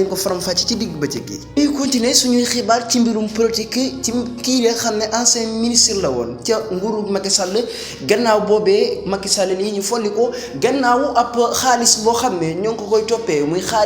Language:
Wolof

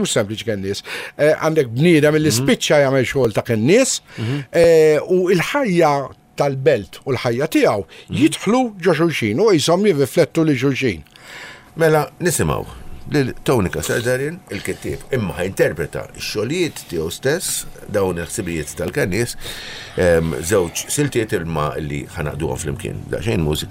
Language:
Maltese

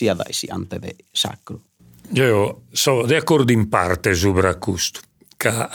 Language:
Sardinian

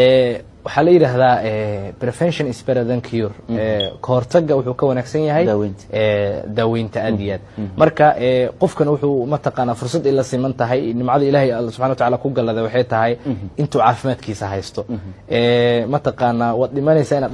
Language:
Somali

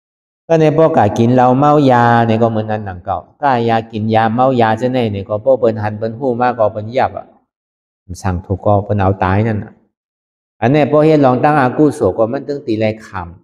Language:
Shan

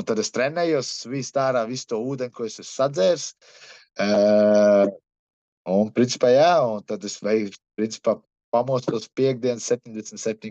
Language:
Latvian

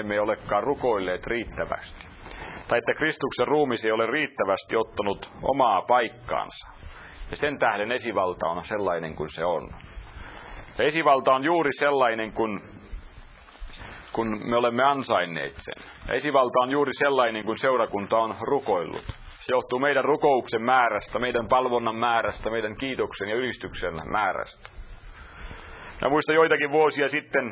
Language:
Finnish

